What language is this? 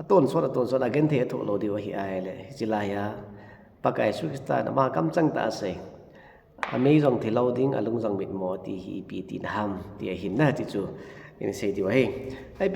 Thado Chin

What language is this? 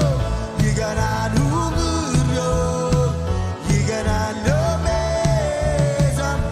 Marshallese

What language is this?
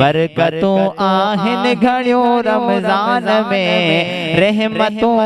Sindhi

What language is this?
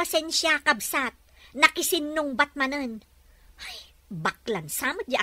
Iloko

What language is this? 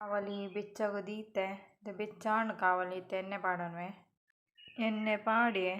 Tulu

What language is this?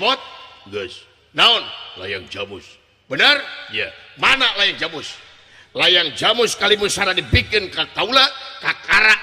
Sundanese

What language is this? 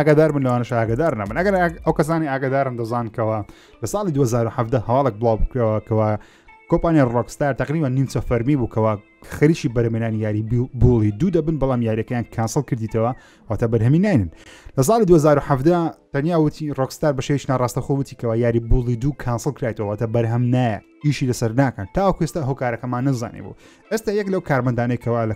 Central Kurdish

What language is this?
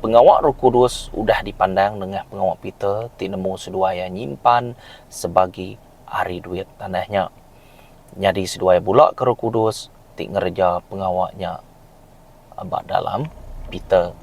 Iban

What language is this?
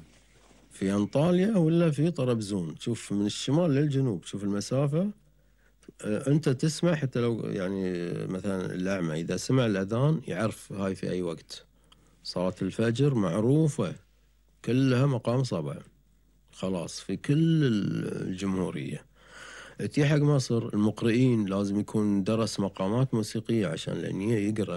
Gulf Arabic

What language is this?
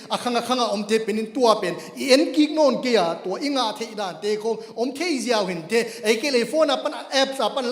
Paite Chin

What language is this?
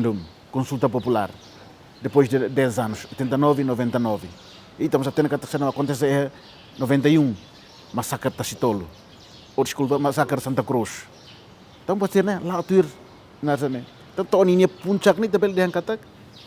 Tetum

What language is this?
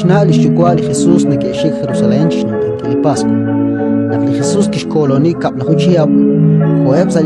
Kekchí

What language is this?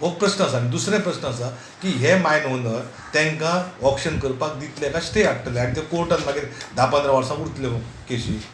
Konkani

